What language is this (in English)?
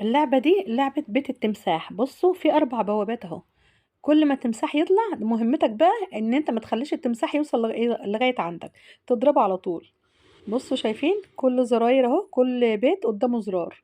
Egyptian Arabic